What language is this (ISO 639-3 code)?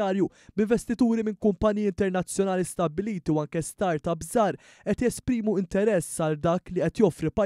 mlt